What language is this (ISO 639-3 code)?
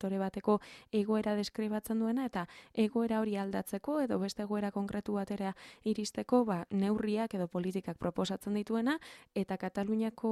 eus